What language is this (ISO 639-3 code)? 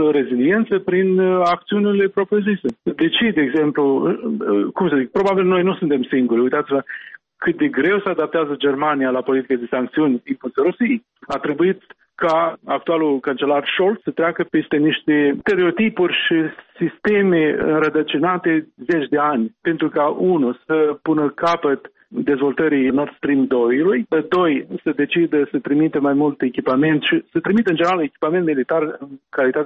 ron